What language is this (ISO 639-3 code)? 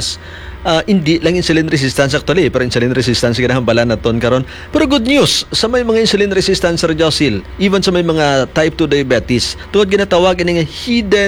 hil